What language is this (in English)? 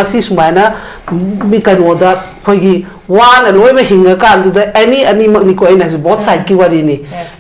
Manipuri